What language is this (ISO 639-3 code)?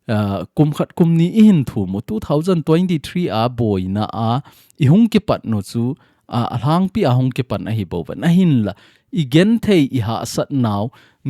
tcz